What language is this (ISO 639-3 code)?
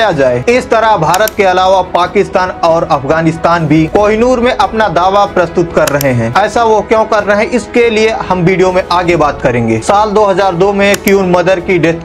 hin